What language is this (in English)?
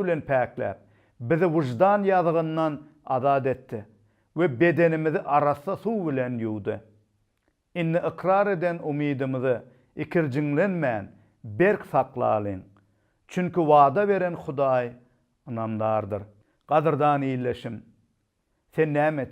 Turkmen